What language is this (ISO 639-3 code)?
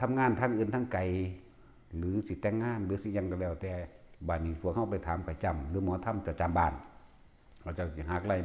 tts